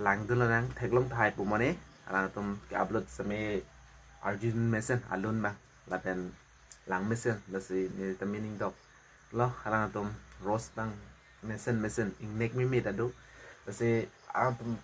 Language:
Karbi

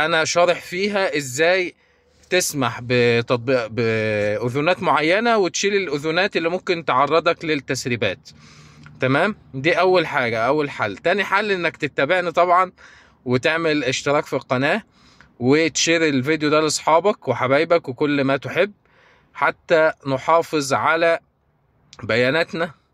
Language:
Egyptian Arabic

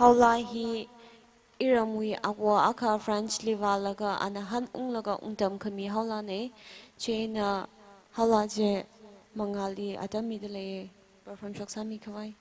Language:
Tangkhul Naga (India)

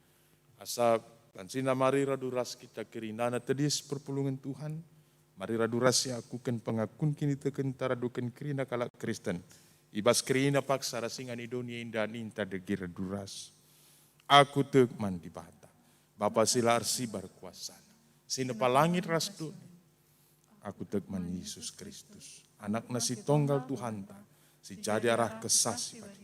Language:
Batak Karo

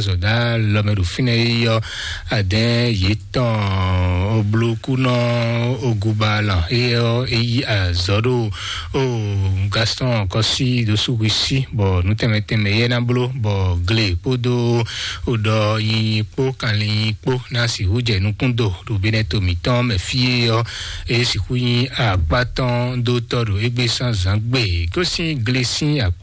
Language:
Fon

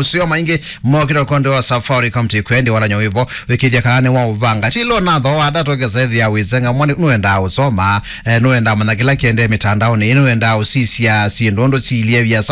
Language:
Kamba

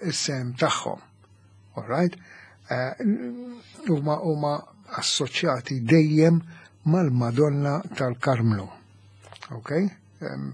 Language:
Maltese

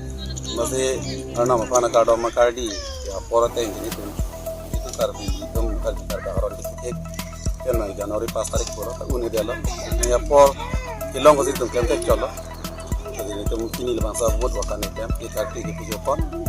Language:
Karbi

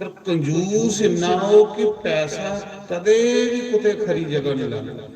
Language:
Dogri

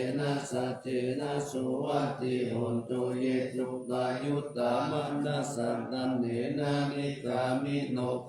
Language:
Pali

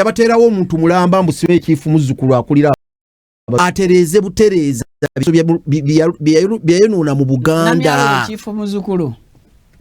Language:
Ganda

